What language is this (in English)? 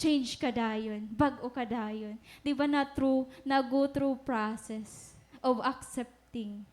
Waray